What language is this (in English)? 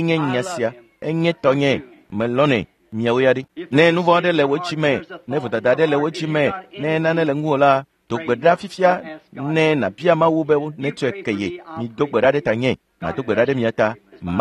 Ewe